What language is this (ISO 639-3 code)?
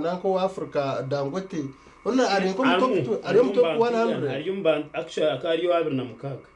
nyn